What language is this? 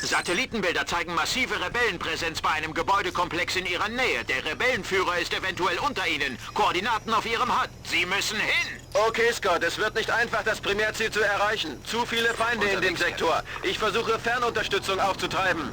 Bavarian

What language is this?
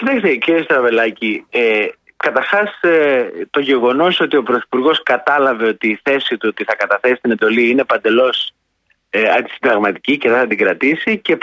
Greek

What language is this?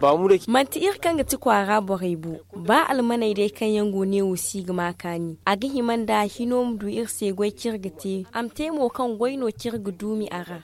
Zarma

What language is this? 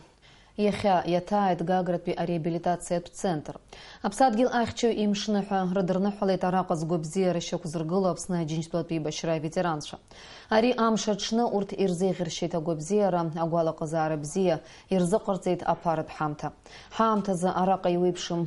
Abkhazian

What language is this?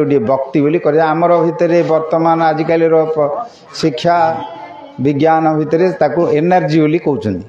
Odia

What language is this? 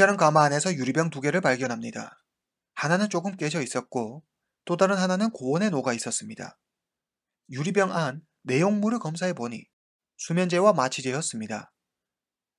Korean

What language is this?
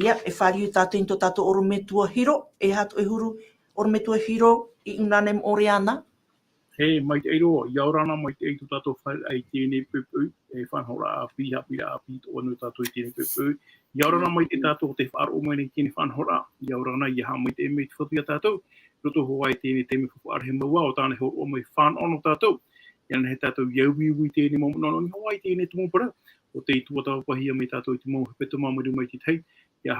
Tahitian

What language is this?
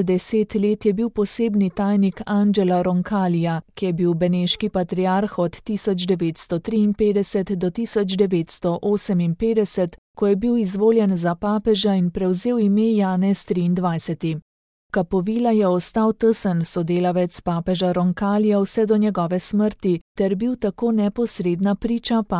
Slovenian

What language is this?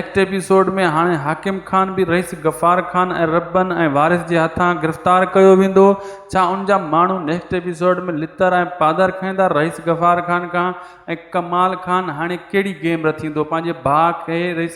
Sindhi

